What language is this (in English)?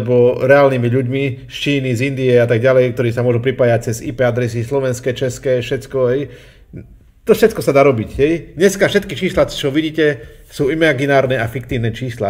Slovak